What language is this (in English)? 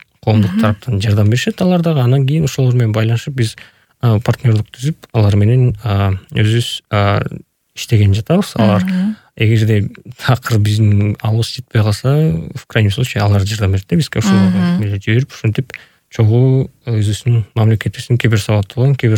Kyrgyz